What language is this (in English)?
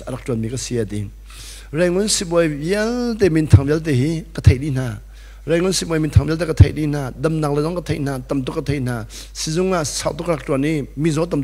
Hakha Chin